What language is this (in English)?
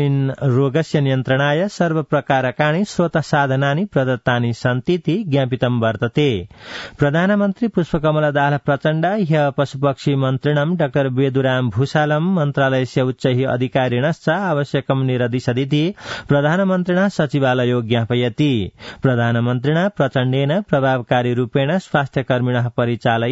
Sanskrit